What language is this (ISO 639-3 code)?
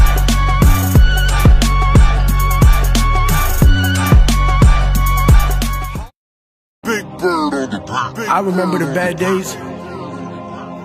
pan